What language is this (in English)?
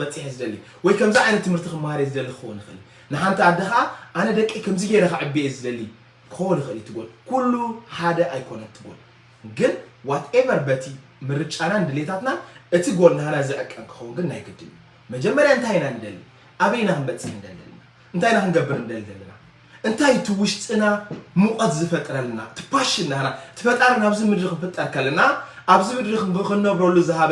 Tigrinya